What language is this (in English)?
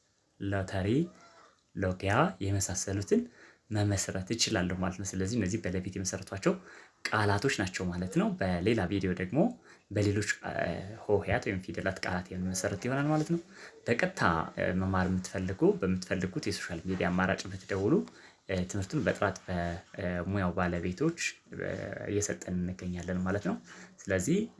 Amharic